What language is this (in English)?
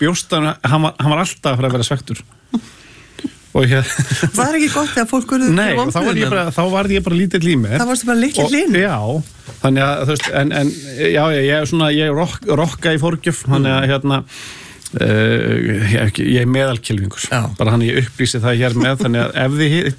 Icelandic